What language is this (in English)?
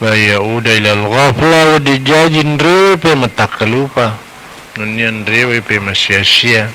Buginese